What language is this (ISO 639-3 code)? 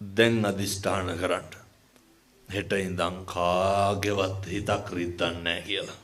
sin